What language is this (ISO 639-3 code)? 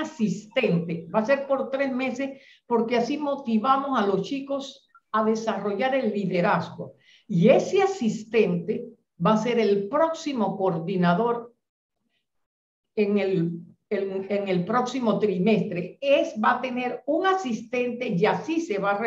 spa